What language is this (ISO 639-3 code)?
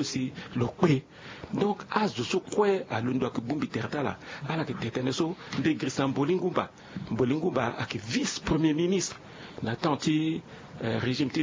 sag